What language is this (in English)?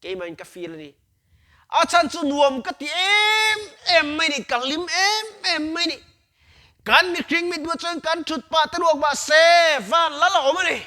Mizo